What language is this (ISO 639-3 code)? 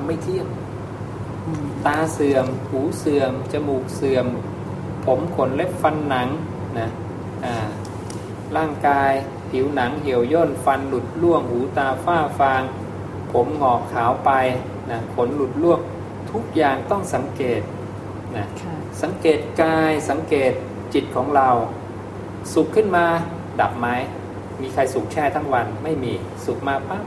tha